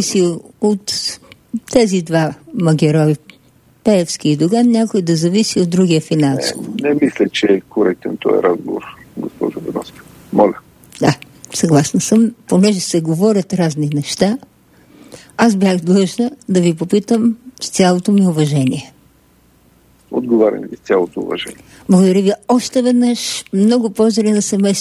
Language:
Bulgarian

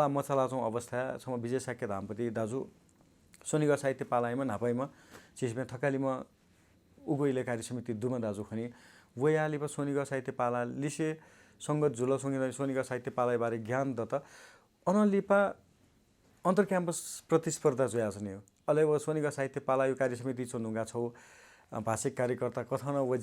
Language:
Newari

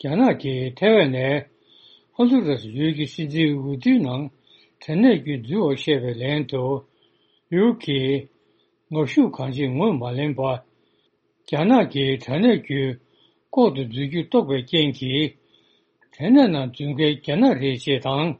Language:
Tibetan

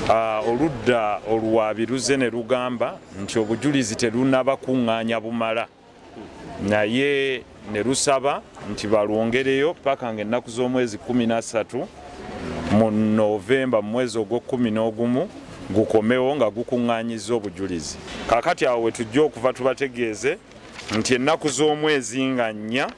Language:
Ganda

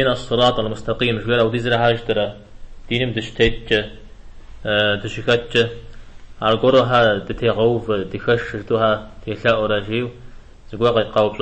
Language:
Kabardian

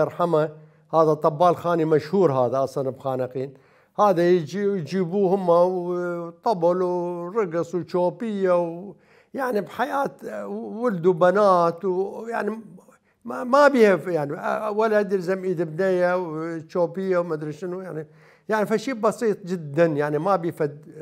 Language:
Mesopotamian Arabic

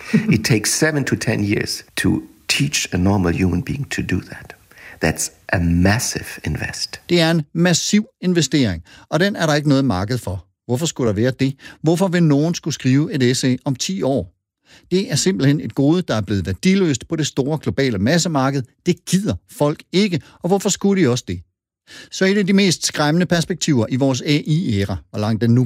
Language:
Danish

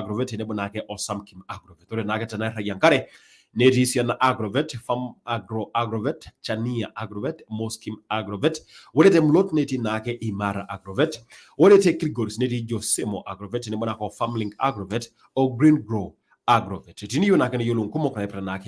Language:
Masai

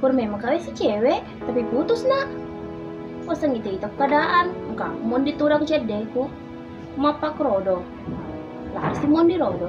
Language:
Buginese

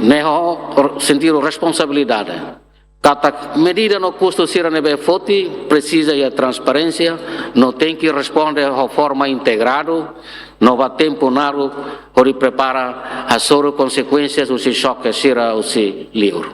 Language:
Tetum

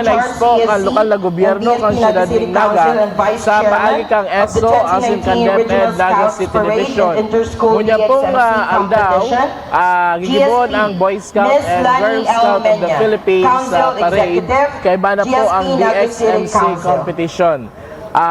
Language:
Bikol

